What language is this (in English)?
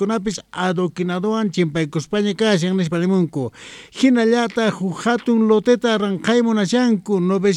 Quechua